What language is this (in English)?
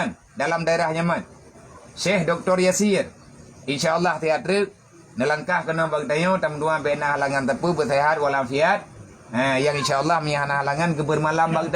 Achinese